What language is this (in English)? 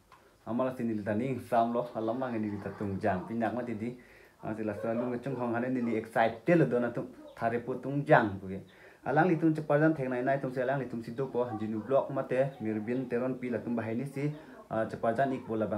Karbi